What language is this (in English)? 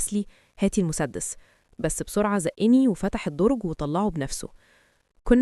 Egyptian Arabic